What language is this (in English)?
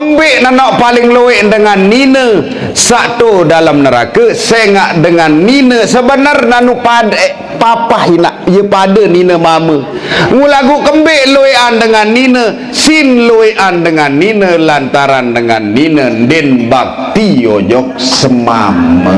Sasak